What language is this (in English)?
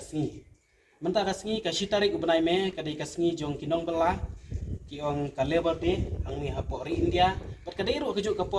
Khasi